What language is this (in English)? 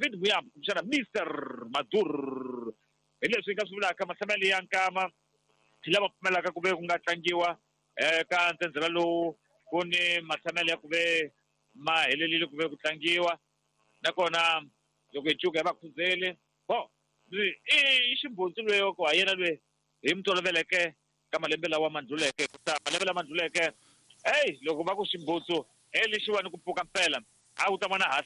Tsonga